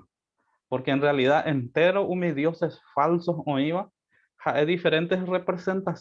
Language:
Guarani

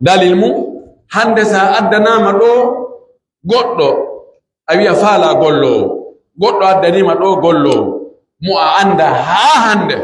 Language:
Pular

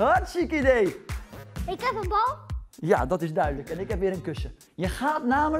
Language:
Dutch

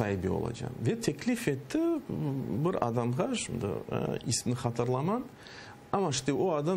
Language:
Crimean Tatar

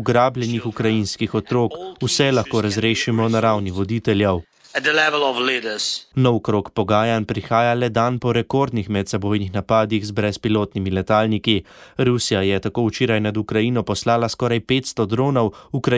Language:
Slovenian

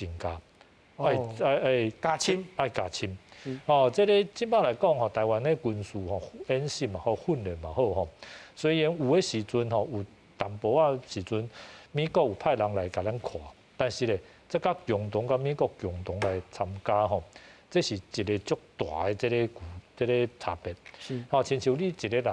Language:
Min Nan Chinese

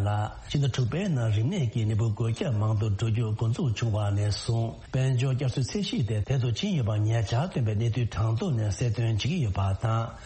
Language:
Tibetan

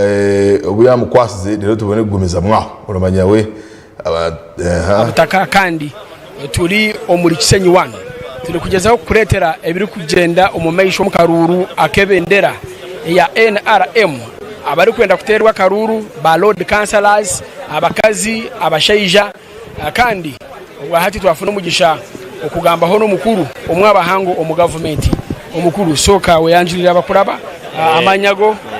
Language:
Nyankole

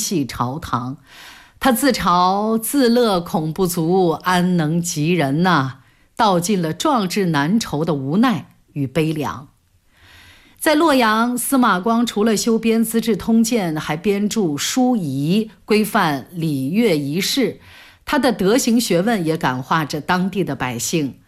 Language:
Chinese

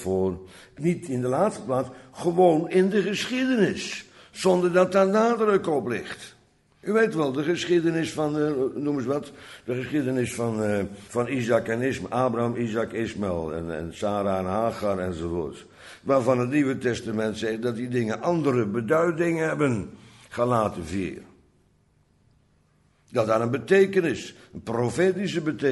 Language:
Dutch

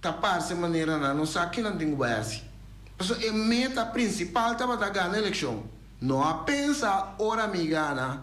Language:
Papiamento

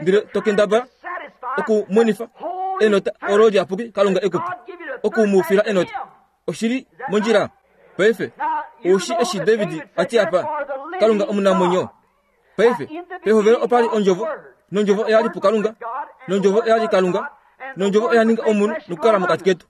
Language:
Kuanyama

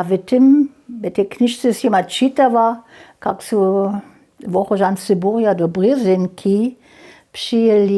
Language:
Upper Sorbian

